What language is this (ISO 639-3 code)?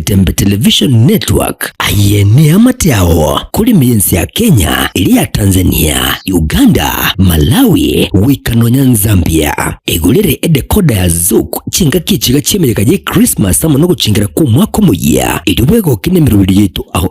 guz